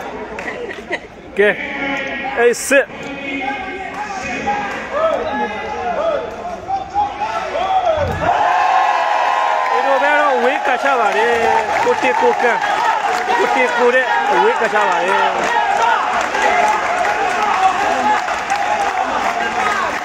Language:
Burmese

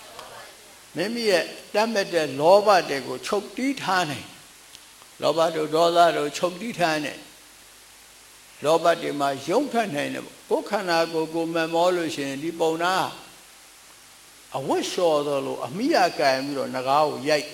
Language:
Burmese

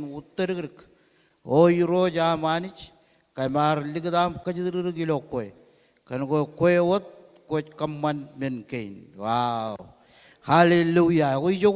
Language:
Marshallese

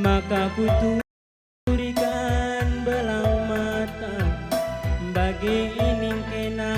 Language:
Batak Karo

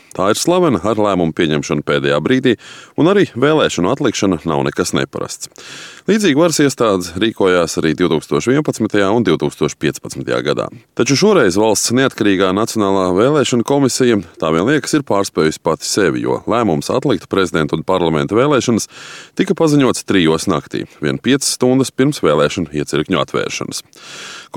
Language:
Latvian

